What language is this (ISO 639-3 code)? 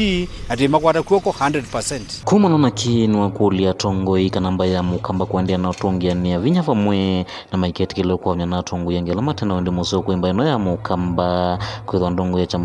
kam